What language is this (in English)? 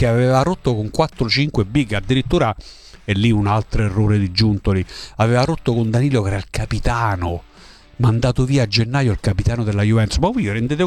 Italian